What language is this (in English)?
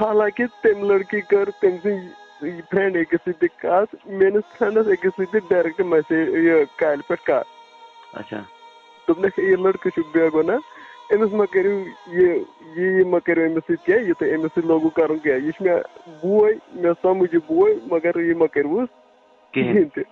Kashmiri